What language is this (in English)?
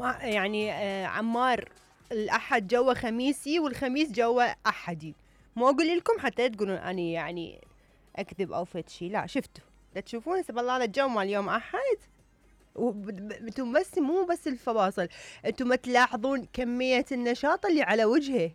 Mesopotamian Arabic